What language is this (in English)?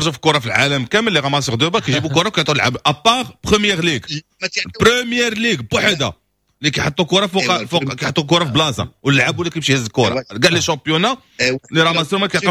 Moroccan Arabic